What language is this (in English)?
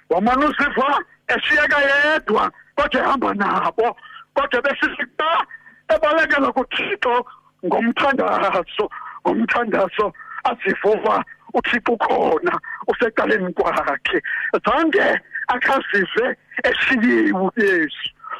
Xhosa